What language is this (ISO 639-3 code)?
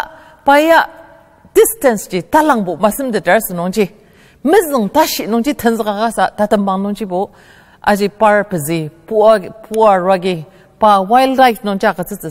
njo